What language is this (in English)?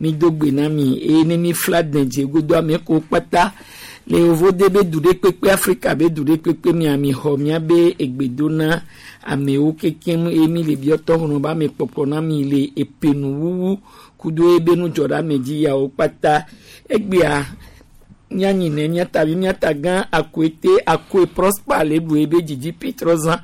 Gen